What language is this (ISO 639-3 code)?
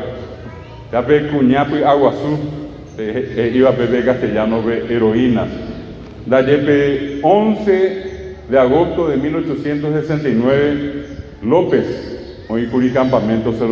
grn